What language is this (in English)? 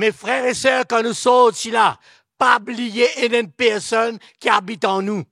Morisyen